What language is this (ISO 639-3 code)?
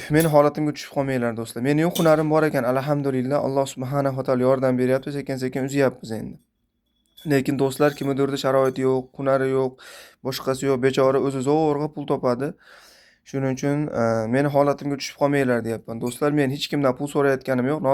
uzb